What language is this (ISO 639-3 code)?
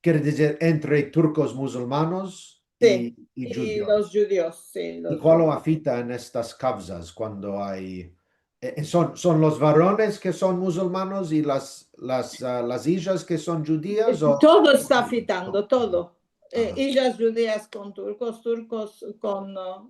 lad